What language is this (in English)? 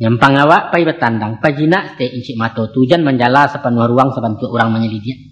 Minangkabau